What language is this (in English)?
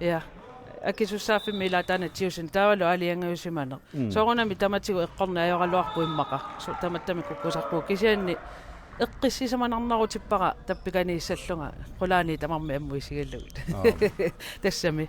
Kalaallisut